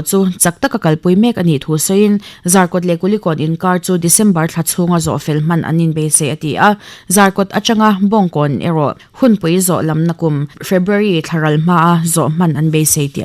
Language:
Mizo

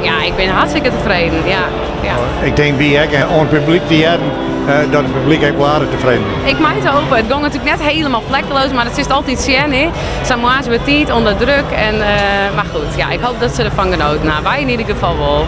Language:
Western Frisian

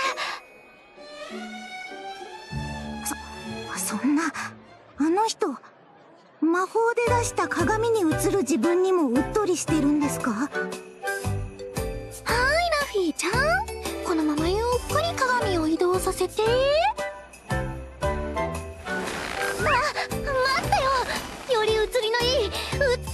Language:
Japanese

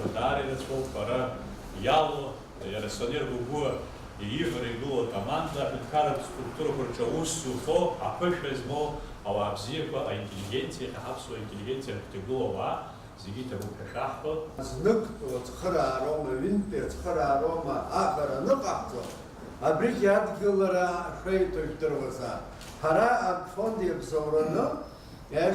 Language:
Abkhazian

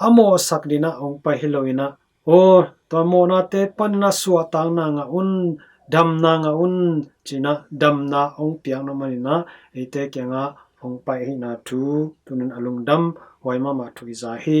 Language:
Tedim Chin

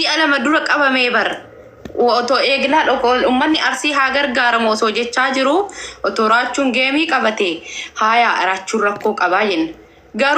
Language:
Oromo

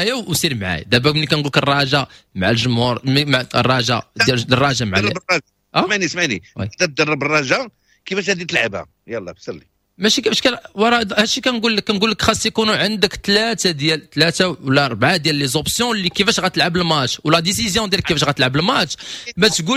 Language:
Moroccan Arabic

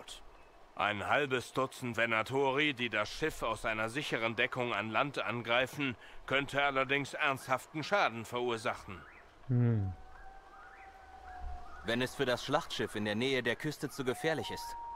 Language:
German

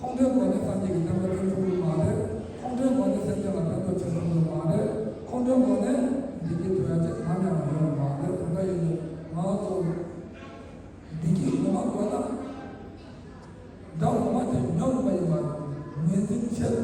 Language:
Tibetan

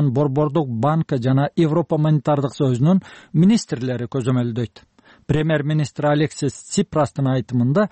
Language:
Kyrgyz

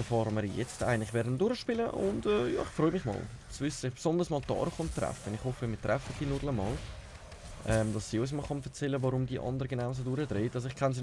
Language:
Swiss German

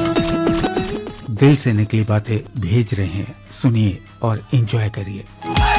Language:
Hindi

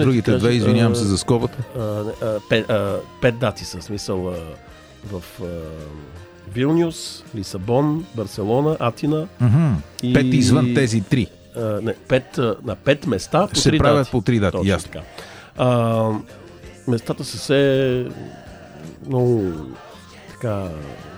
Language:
Bulgarian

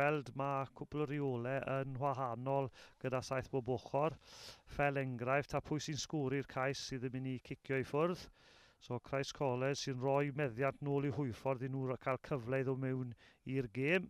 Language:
Welsh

